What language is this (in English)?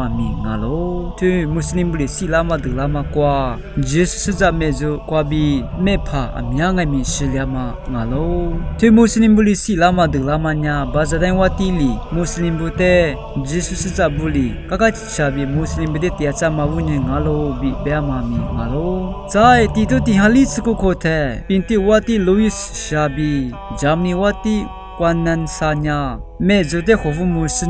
Lisu